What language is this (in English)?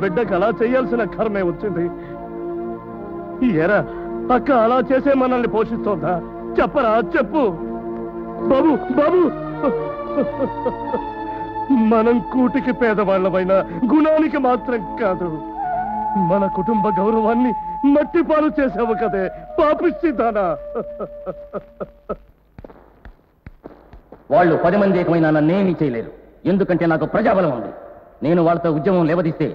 Telugu